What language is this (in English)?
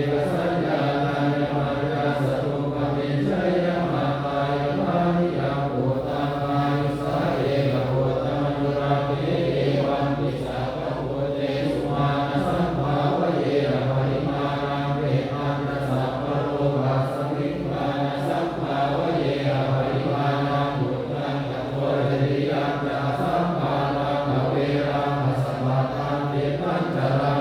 Pali